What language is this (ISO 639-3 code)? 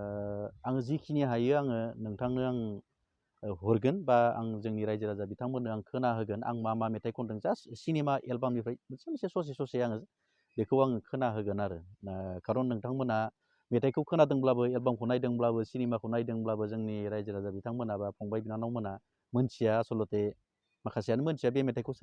brx